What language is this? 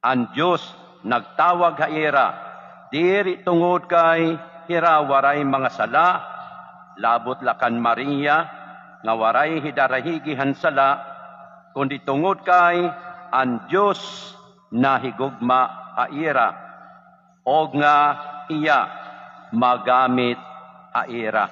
Waray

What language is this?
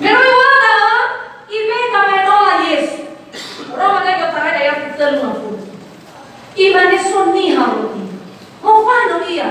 Nias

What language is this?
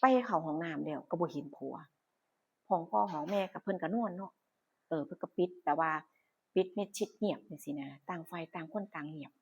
Northeastern Thai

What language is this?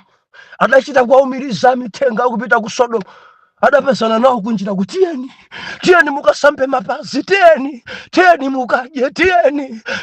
Nyanja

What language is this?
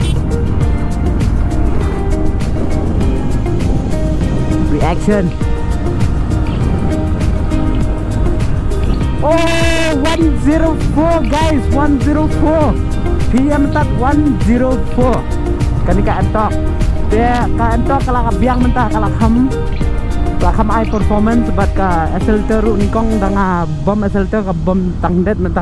Khasi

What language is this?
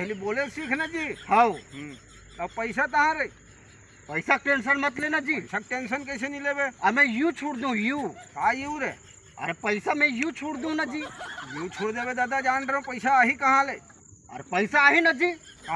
Chhattisgarhi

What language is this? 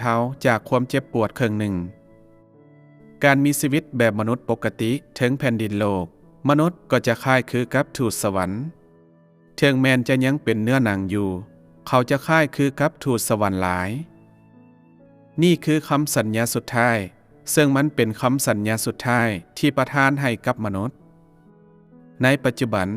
Lao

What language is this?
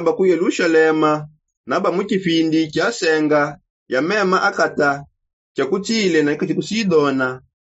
Songe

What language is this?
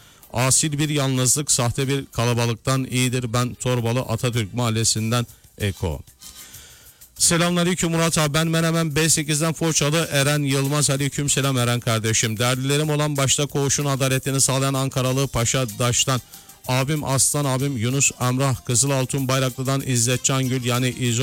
Turkish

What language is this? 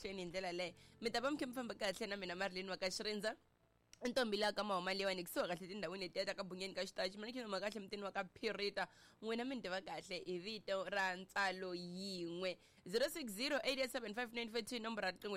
Tsonga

